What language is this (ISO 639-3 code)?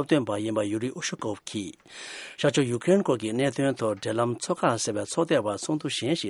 bod